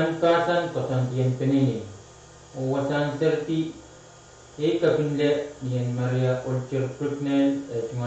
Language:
Pohnpeian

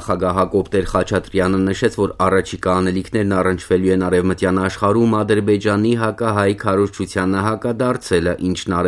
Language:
Armenian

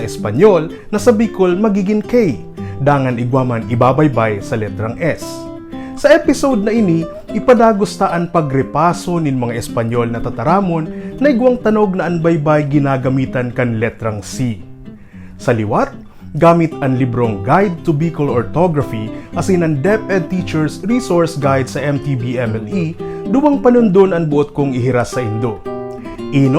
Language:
Bikol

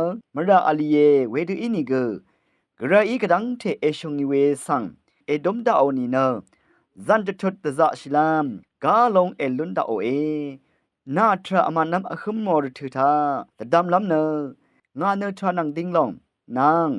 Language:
Rawang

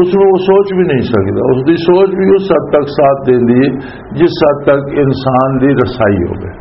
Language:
Western Panjabi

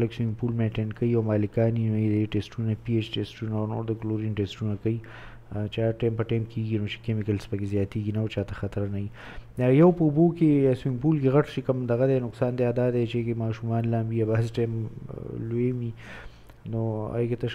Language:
Pashto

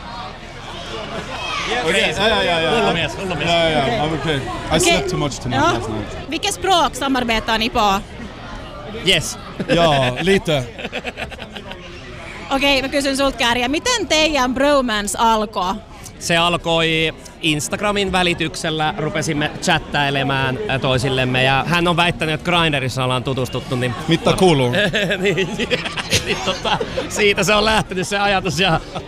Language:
Finnish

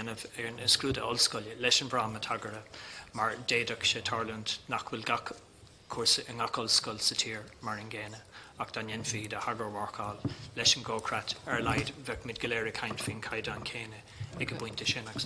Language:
Irish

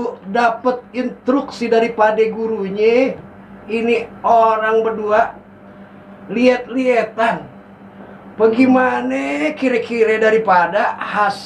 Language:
Betawi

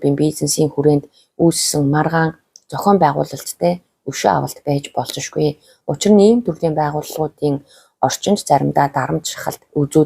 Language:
Mongolian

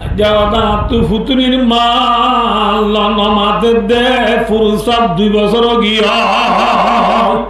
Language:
Rohingya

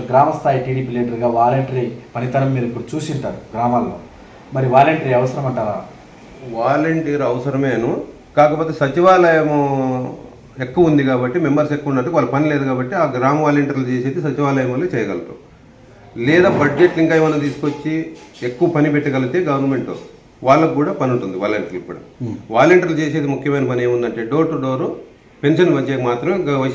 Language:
Telugu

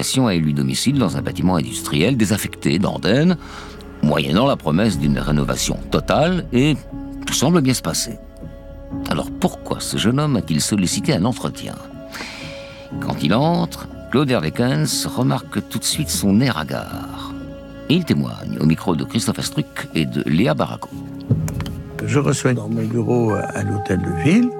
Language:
French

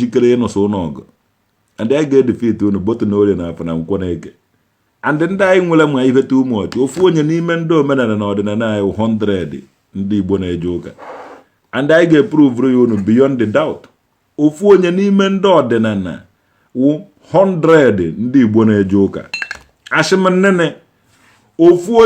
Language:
Igbo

